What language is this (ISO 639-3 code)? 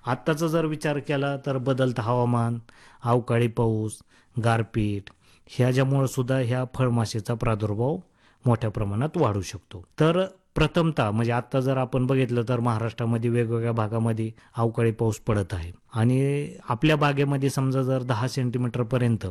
mar